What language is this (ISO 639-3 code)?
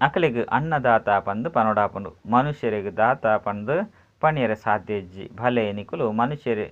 tcy